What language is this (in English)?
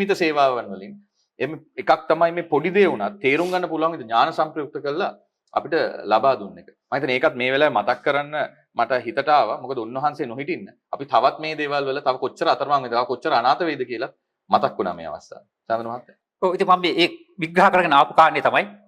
Sinhala